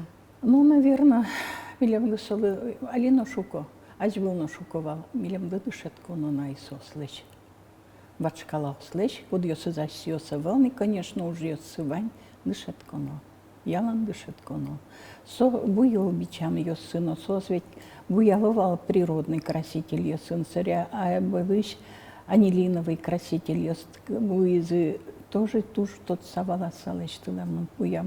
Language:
Udmurt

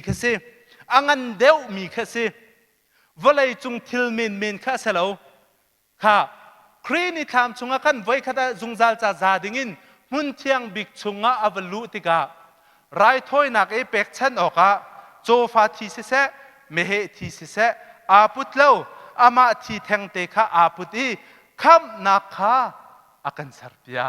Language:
Hakha Chin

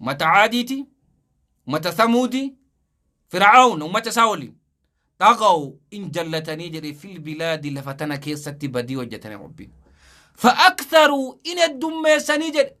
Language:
Oromo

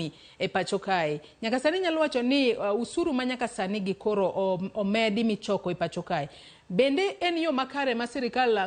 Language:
Luo (Kenya and Tanzania)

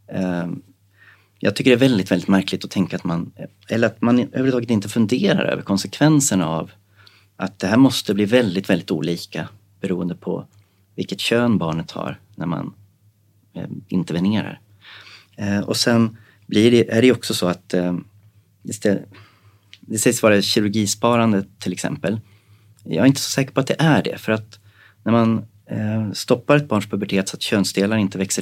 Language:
Swedish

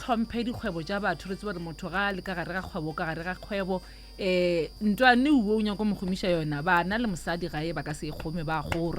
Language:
Northern Sotho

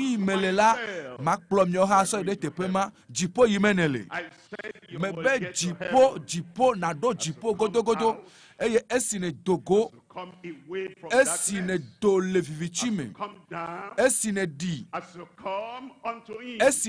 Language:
Ewe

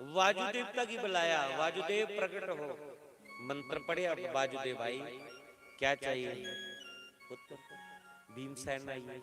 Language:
Dogri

